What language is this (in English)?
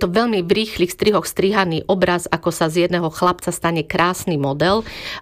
Slovak